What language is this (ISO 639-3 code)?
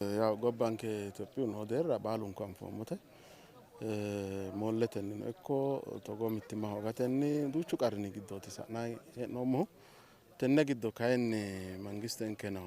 sid